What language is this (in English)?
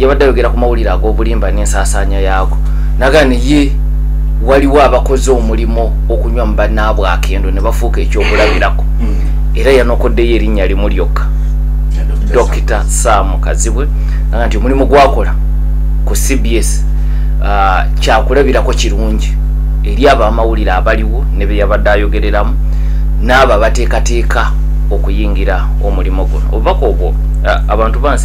Ganda